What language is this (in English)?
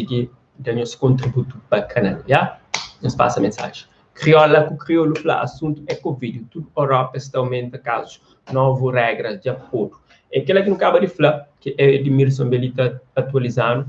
Kabuverdianu